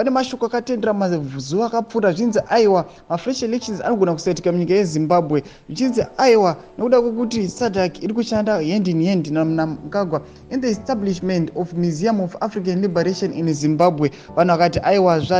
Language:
Shona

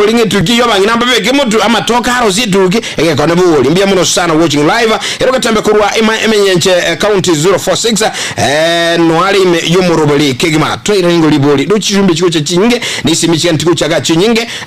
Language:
Gusii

